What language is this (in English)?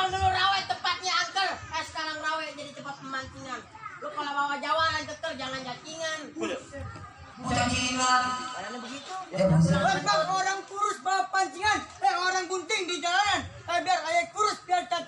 Betawi